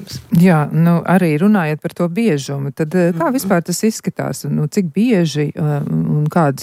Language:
Latvian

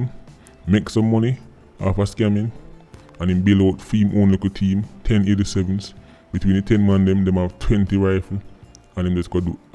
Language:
Jamaican Creole English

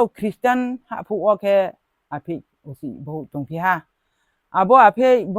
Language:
Riang (India)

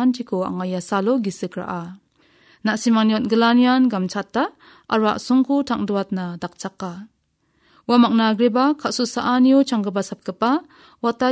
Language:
Garo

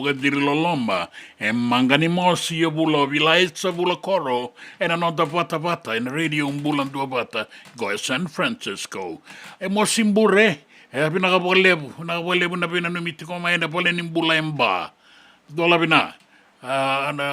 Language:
Fijian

